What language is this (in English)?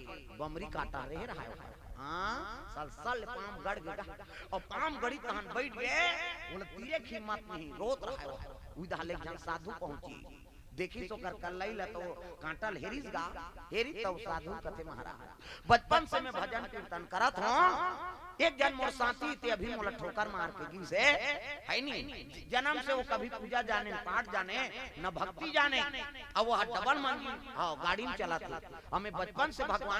Chhattisgarhi